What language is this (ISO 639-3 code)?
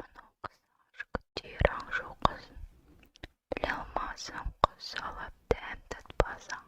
kaz